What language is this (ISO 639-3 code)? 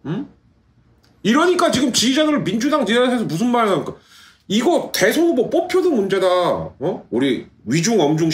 kor